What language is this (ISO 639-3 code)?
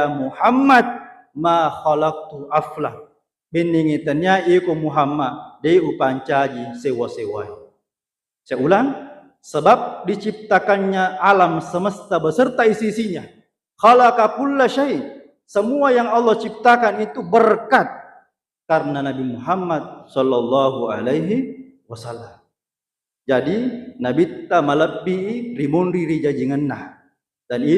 bug